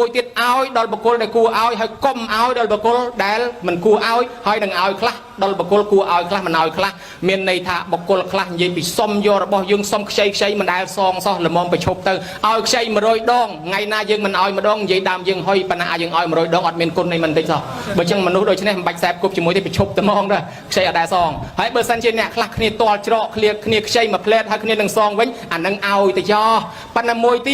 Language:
Khmer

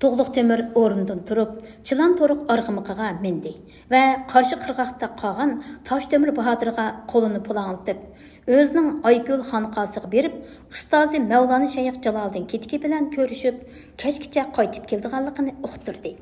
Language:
Uyghur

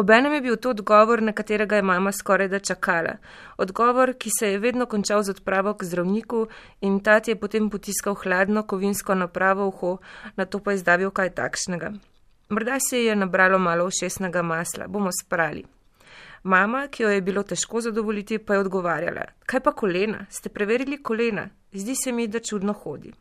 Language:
Slovenian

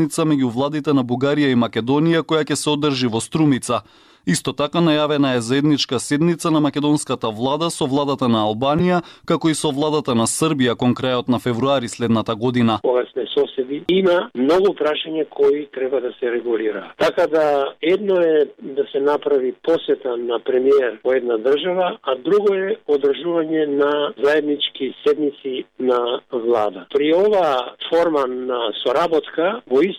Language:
Macedonian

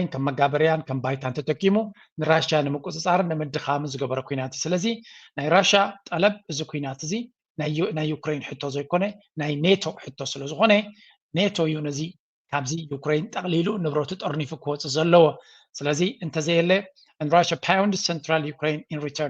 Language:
Tigrinya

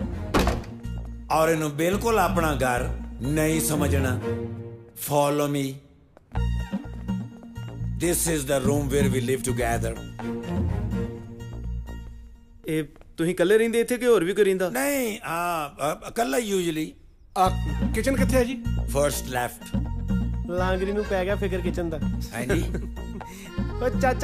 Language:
Punjabi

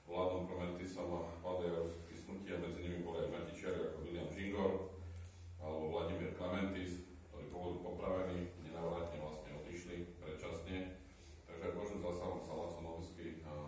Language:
Slovak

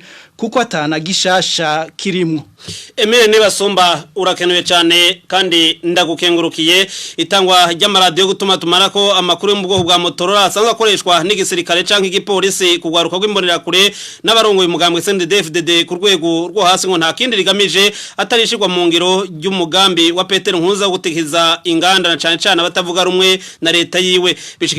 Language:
Rundi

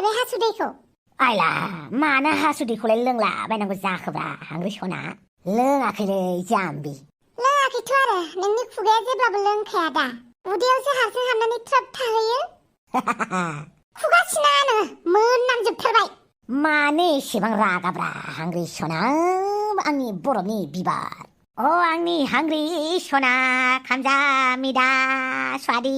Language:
Bodo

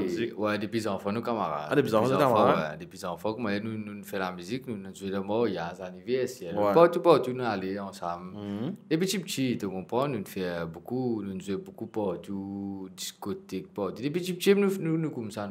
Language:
Morisyen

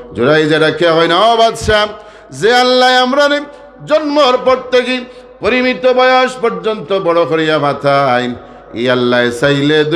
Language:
Sylheti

